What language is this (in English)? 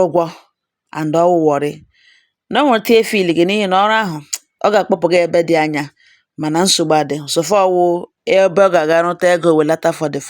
Igbo